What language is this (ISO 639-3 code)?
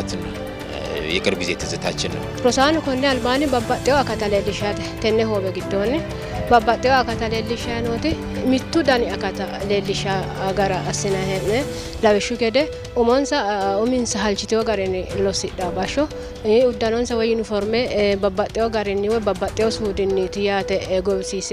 sid